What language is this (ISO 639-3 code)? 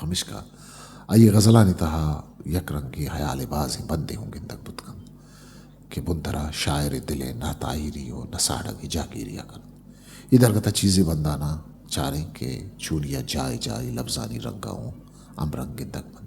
bgp